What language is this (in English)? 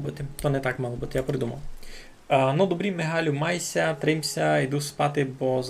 Rusyn